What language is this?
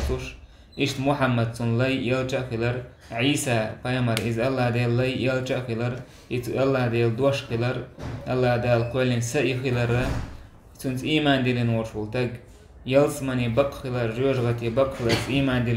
Chechen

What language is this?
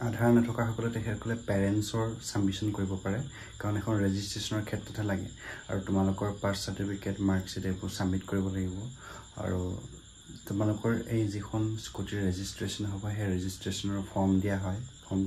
Assamese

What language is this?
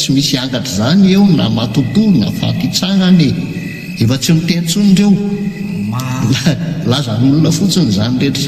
Malagasy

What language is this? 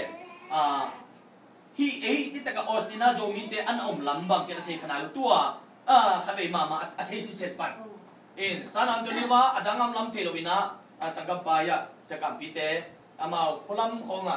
Tedim Chin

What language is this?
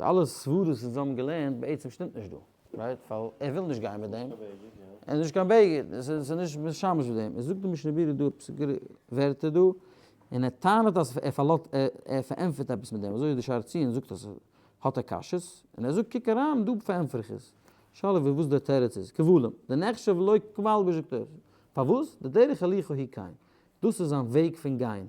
Yiddish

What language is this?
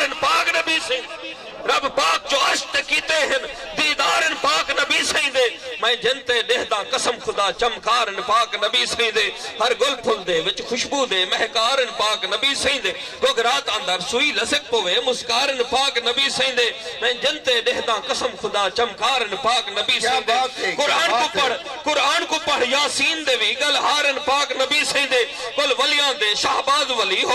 Saraiki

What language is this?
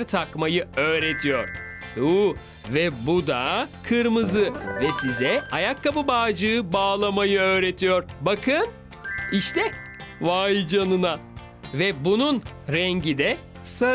Turkish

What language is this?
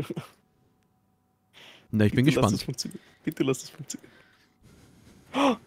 German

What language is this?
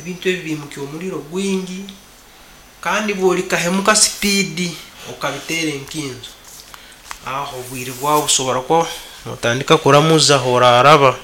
Nyankole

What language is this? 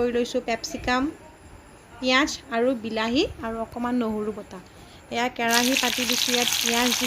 Assamese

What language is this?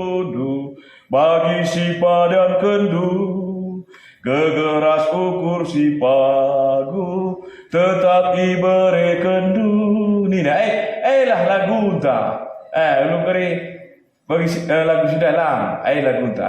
Batak Karo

